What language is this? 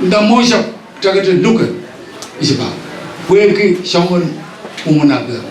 Pohnpeian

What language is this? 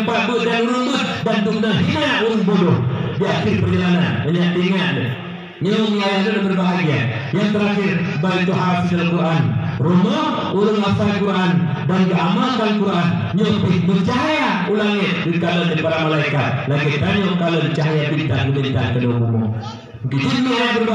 Achinese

